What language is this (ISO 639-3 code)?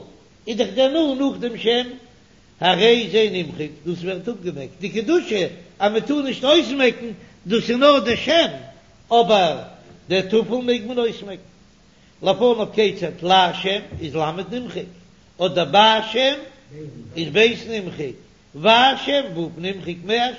yid